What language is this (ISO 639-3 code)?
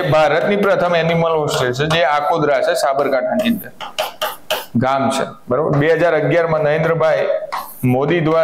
guj